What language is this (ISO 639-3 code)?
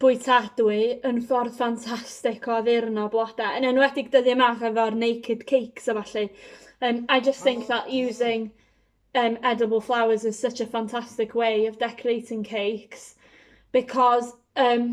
cym